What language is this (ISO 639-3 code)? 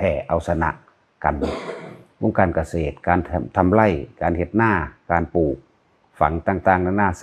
tts